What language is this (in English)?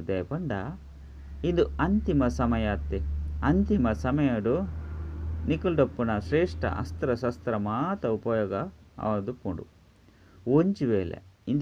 Tulu